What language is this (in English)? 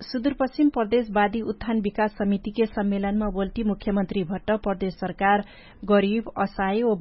Dangaura Tharu